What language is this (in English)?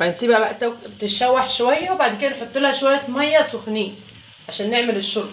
Egyptian Arabic